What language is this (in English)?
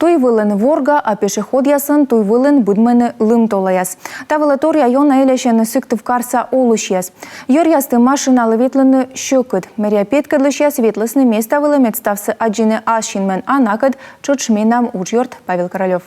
Komi